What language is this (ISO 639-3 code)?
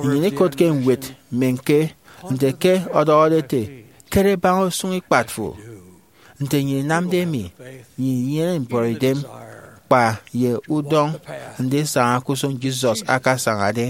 efi